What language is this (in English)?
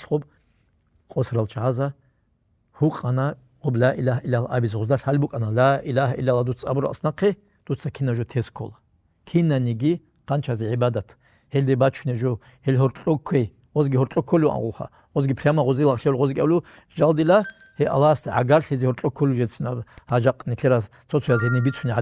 Avaric